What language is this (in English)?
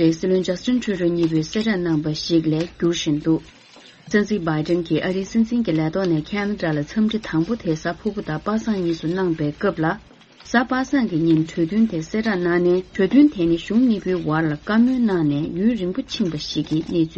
Tibetan